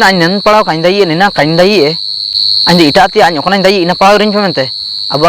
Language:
Ho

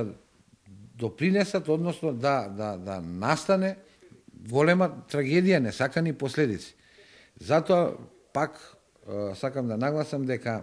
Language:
Macedonian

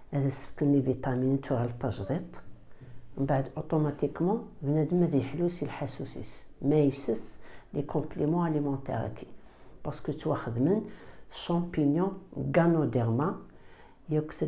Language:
Kabyle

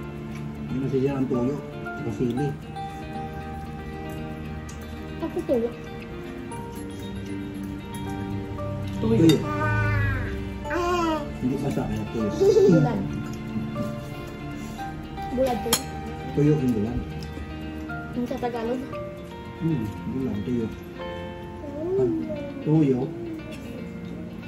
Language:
Filipino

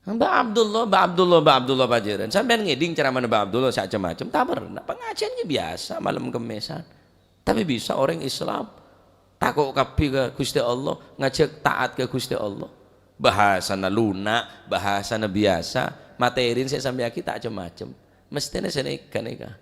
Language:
Madurese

